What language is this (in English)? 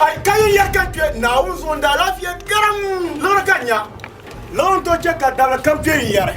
Dagbani